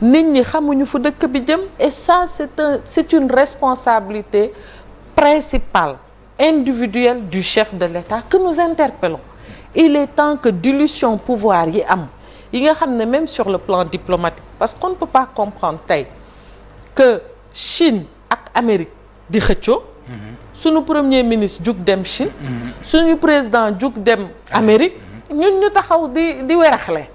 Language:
Wolof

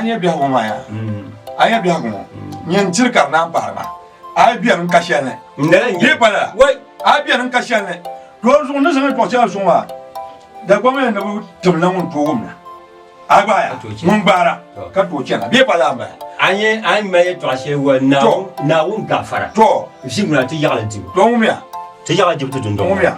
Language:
Dagbani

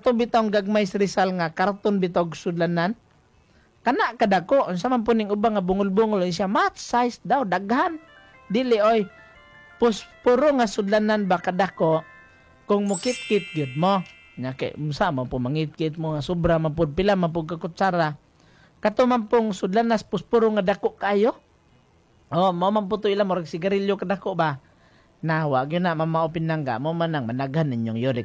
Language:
Cebuano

